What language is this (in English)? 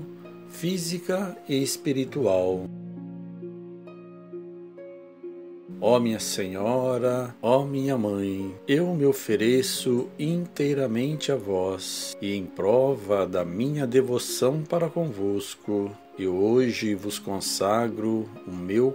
Portuguese